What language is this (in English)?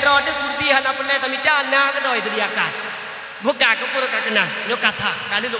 Achinese